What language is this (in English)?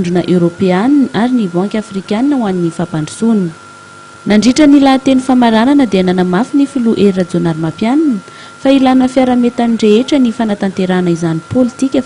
Malagasy